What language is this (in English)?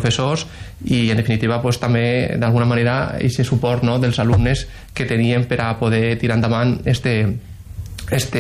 Catalan